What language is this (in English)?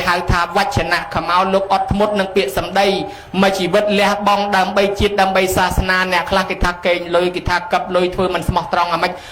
Khmer